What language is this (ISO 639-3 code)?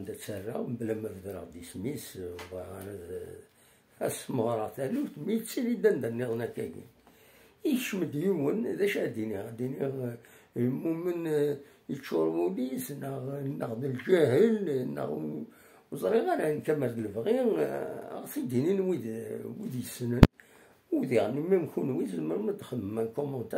kab